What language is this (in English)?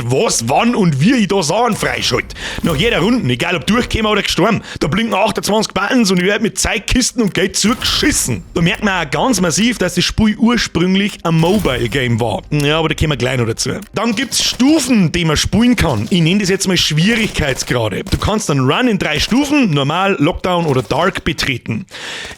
Bavarian